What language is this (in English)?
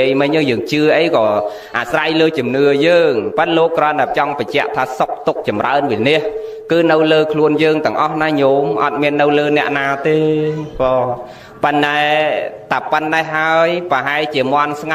Khmer